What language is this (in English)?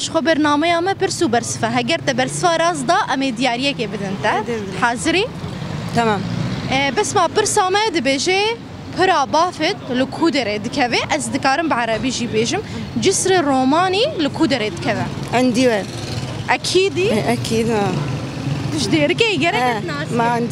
Kurdish